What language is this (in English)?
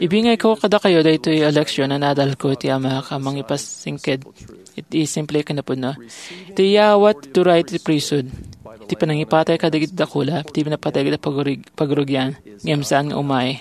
Iloko